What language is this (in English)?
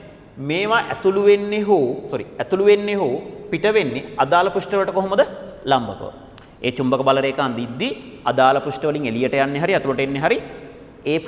Sinhala